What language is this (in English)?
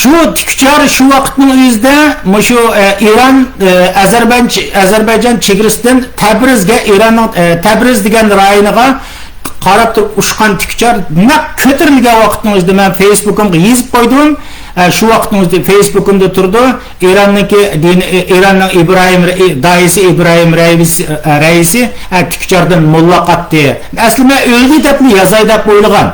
Uyghur